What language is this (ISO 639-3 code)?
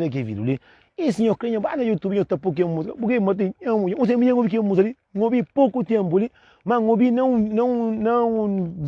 kea